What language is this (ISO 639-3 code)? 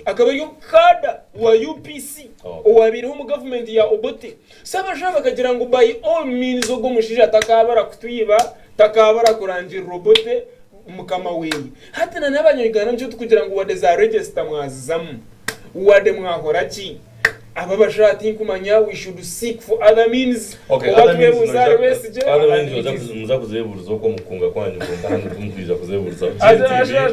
nyn